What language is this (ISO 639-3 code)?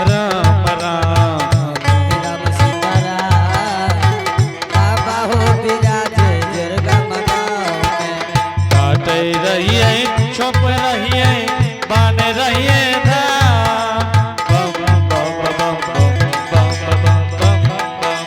anp